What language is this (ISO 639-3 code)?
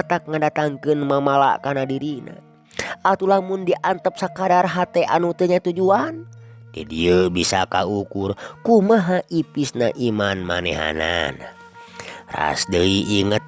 sun